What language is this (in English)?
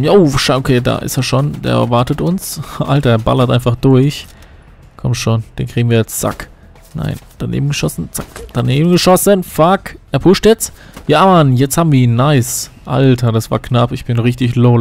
German